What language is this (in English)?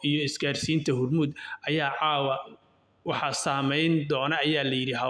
Somali